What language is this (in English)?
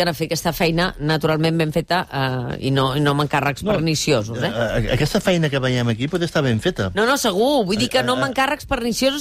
Catalan